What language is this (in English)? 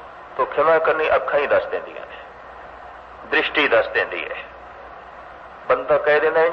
Punjabi